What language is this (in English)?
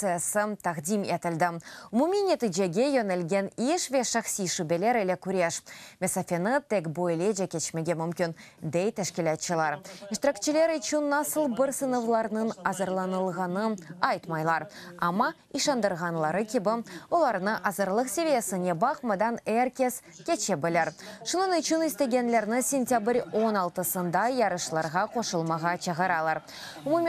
Crimean Tatar